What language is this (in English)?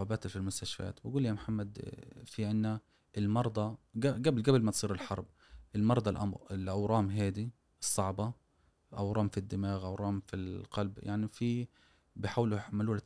Gulf Arabic